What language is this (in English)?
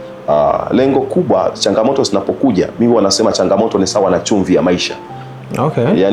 Swahili